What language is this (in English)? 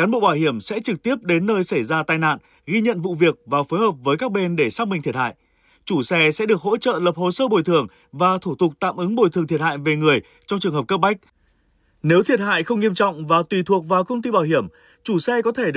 Vietnamese